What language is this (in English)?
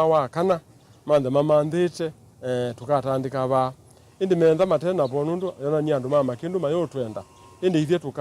Kamba